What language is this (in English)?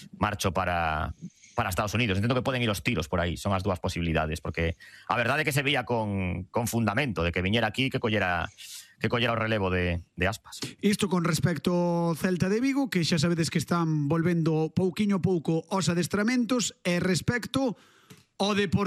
Galician